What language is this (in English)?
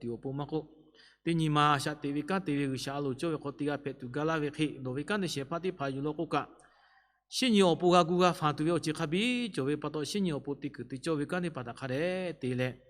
Lahu